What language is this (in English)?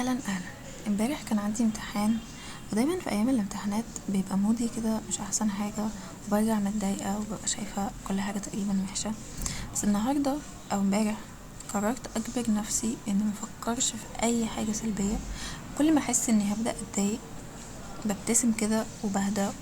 Egyptian Arabic